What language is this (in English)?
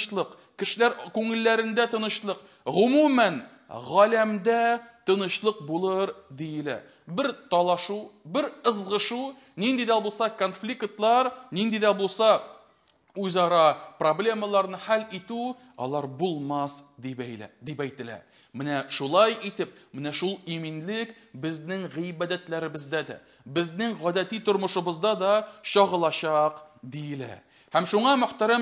Tatar